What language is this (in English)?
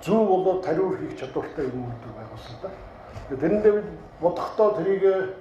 Mongolian